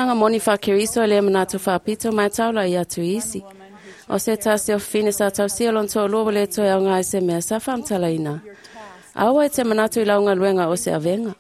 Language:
Samoan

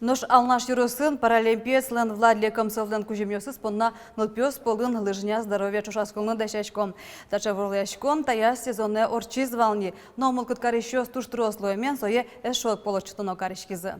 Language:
Udmurt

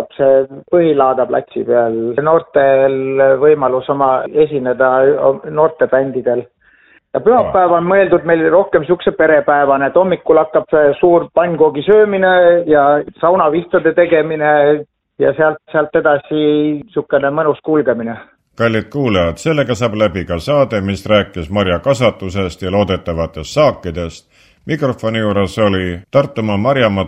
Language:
Estonian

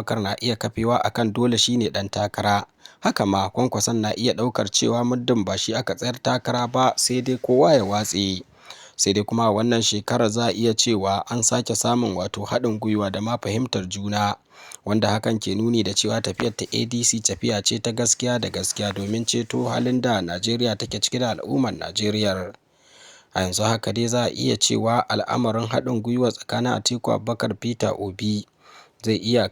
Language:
Hausa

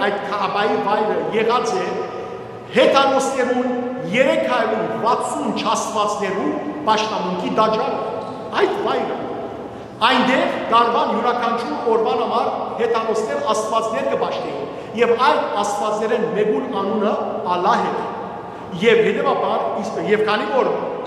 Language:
Western Armenian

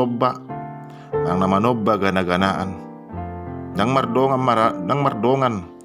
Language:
Batak Toba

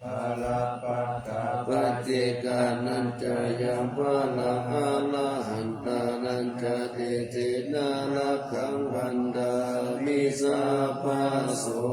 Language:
Pali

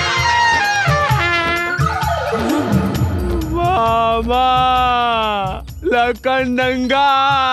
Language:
Bhojpuri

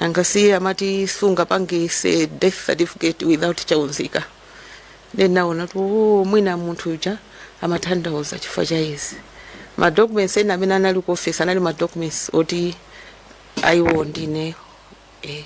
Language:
Nyanja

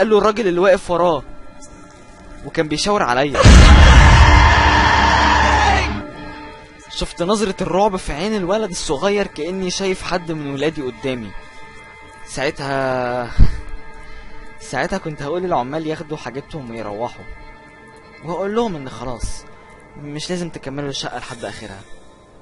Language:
Egyptian Arabic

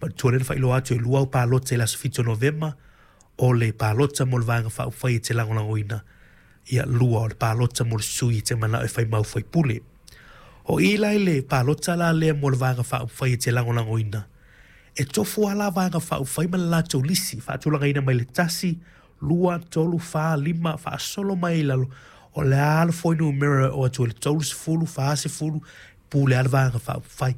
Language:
Samoan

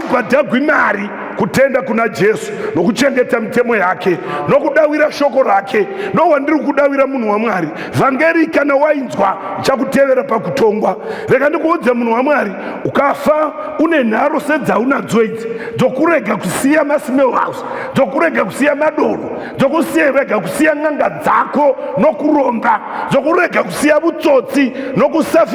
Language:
Shona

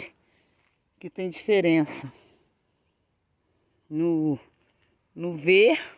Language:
Portuguese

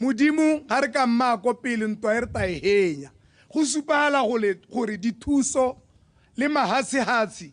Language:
Tswana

